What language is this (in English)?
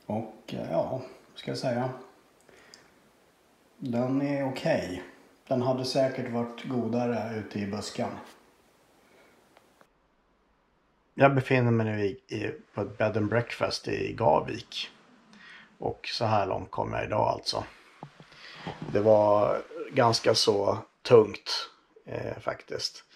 Swedish